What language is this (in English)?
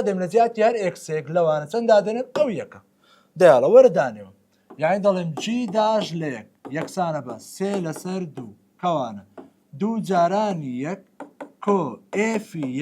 Central Kurdish